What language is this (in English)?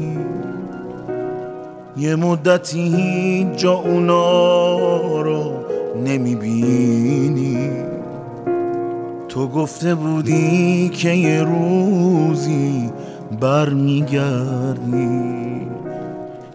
Persian